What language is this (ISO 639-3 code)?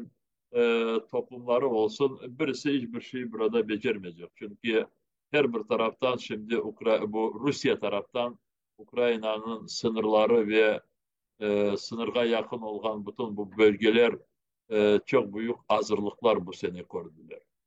crh